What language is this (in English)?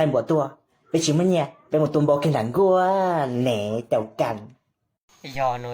Hmong